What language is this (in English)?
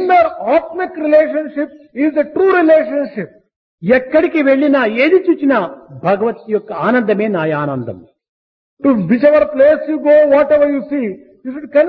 Telugu